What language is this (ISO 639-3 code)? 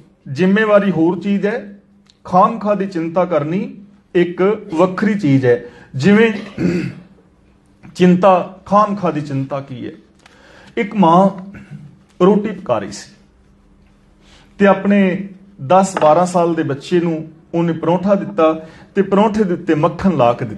pan